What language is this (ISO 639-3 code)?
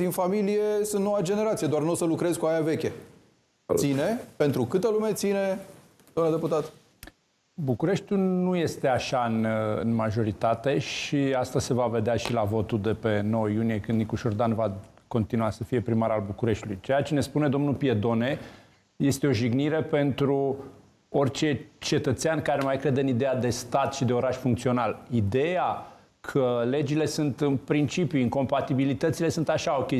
ron